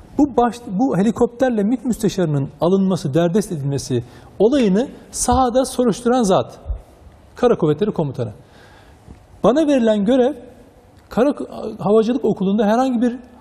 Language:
Turkish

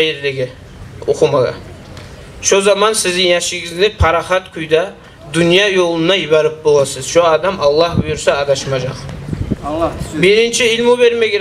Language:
Kumyk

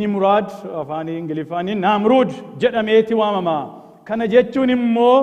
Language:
Oromo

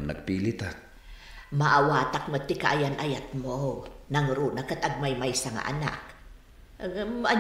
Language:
Iloko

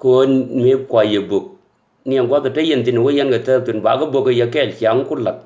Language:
Nuer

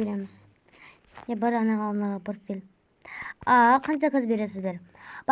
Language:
Kazakh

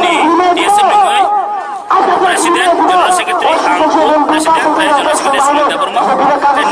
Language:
Riang (India)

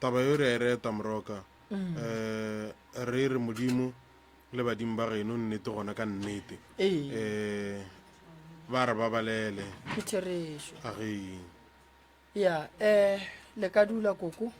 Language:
Northern Sotho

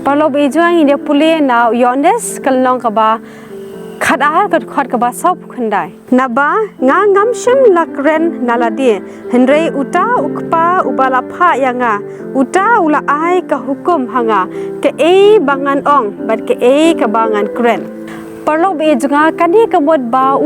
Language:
Khasi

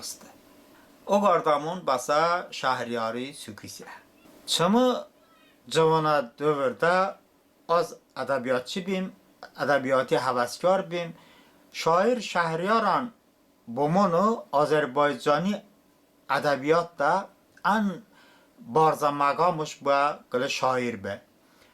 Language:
Talysh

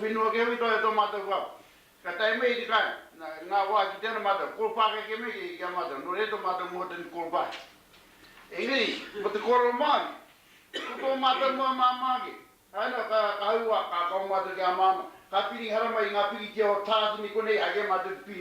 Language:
Māori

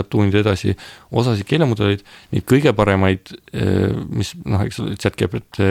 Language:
Estonian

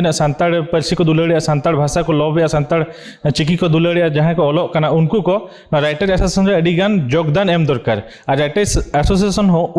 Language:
Santali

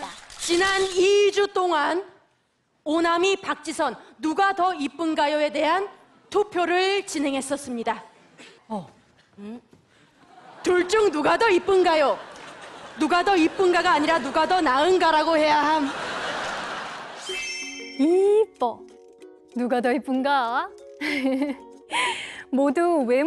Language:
Korean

